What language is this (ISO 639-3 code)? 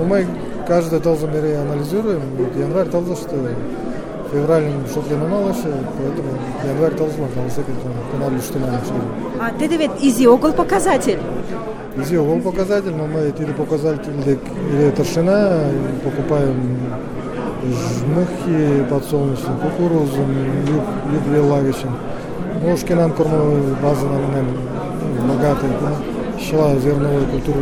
chm